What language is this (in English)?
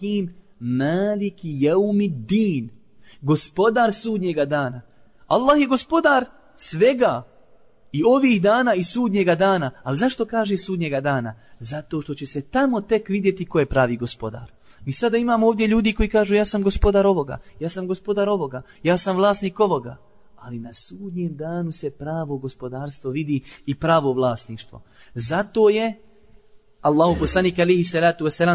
Bosnian